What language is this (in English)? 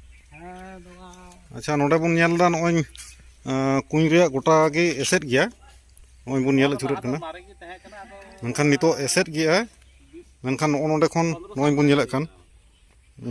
Santali